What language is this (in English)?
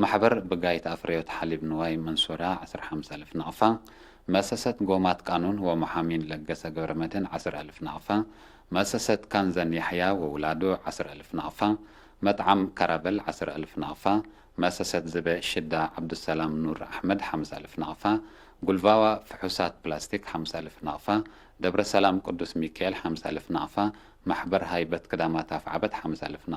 Tigre